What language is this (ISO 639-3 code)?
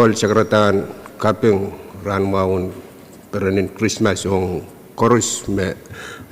pon